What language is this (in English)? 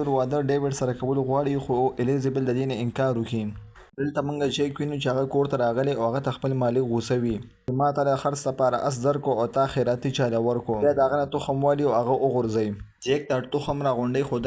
Pashto